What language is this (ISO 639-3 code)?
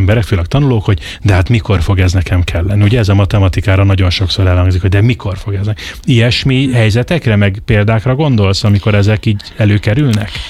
hun